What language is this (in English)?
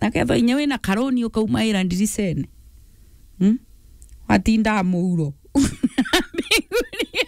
Meru